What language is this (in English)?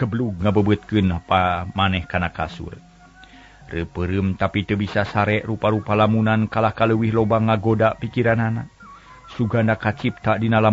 Sundanese